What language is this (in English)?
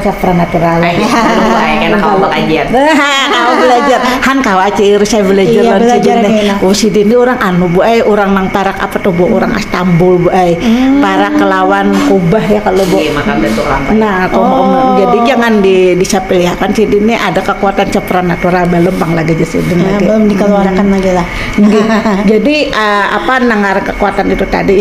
Banjar